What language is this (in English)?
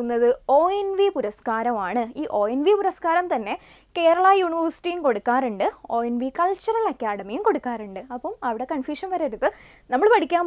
Malayalam